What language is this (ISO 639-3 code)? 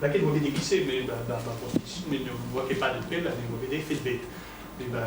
bre